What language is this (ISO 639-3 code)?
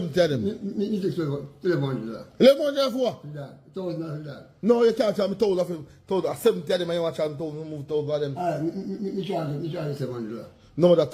jam